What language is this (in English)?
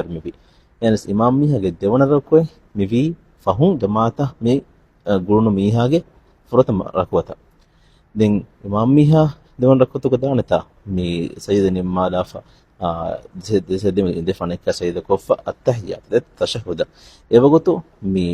Divehi